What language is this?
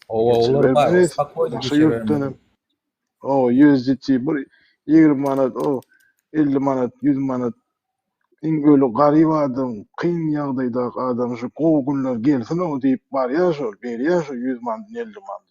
Turkmen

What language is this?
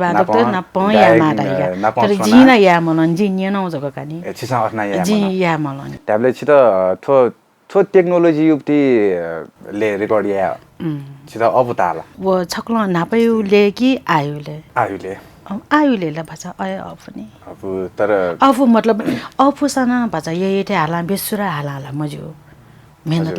Newari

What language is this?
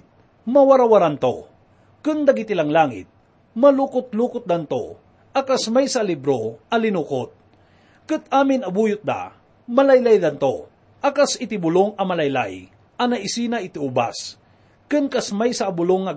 Iloko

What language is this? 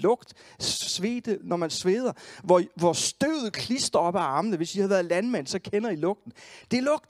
Danish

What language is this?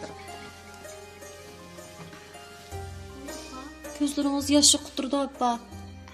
Uyghur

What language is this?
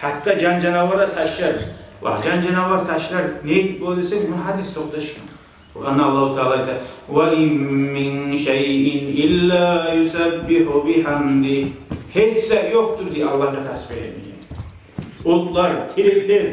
Kumyk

